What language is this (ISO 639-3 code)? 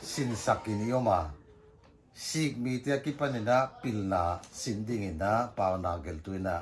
pck